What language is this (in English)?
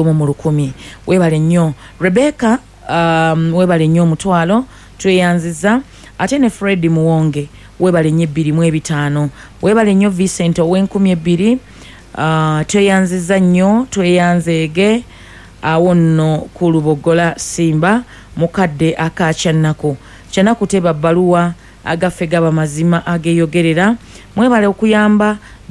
Ganda